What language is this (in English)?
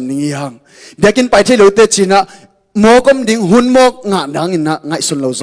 Tedim Chin